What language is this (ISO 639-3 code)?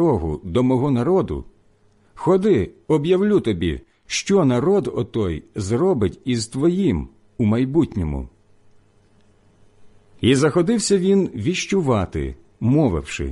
ukr